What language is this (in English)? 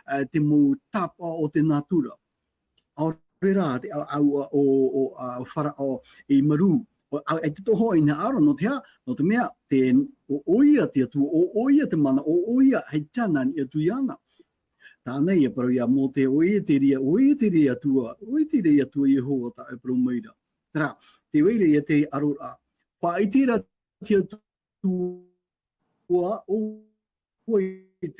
Tahitian